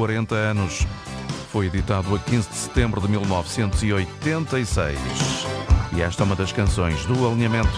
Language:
Portuguese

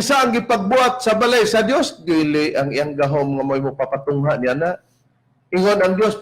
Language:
Cebuano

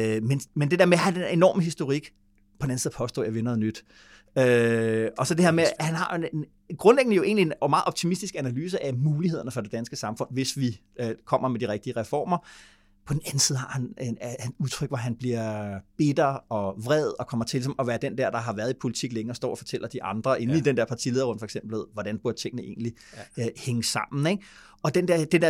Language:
Danish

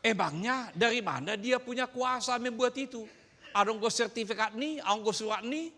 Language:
Batak Toba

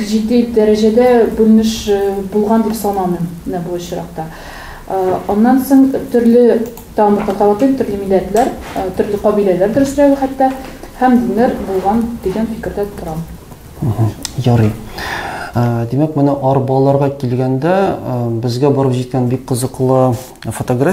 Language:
Tatar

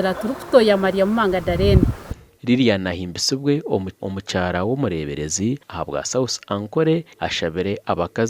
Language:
Nyankole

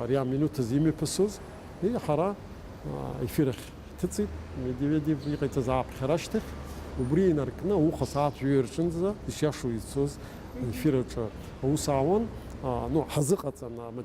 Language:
Abkhazian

